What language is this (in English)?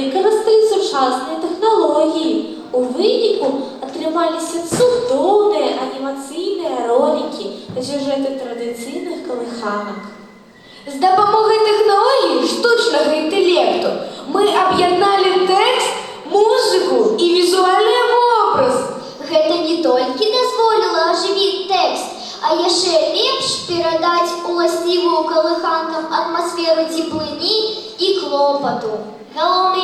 Belarusian